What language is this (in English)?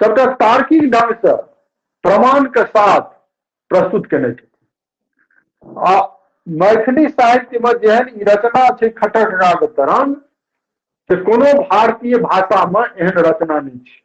Maithili